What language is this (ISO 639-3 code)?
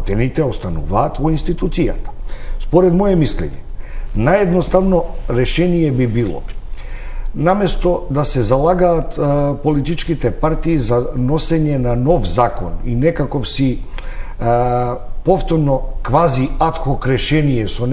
mkd